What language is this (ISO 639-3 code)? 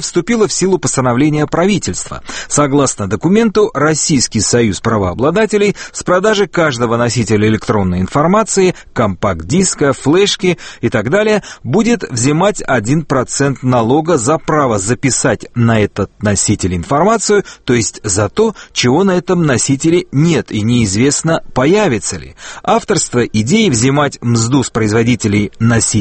rus